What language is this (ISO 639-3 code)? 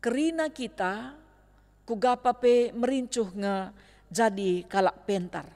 btx